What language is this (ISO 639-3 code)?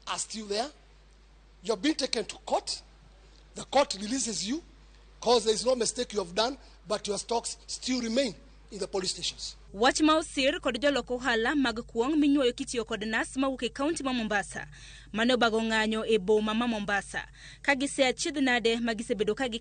luo